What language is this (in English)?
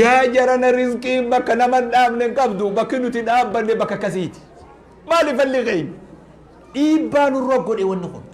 Oromo